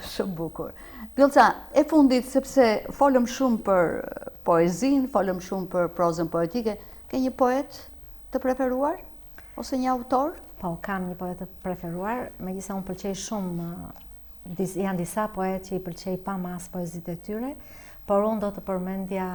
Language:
Albanian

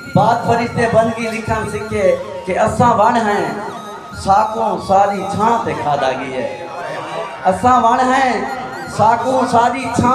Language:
Saraiki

